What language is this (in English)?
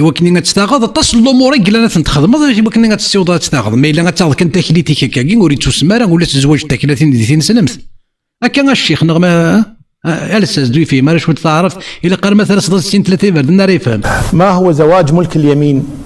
Kabyle